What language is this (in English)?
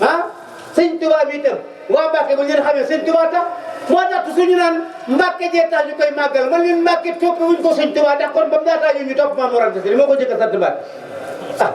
Wolof